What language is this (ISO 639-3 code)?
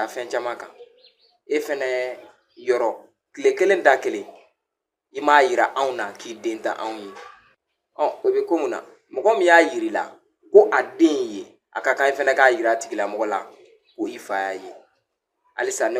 bam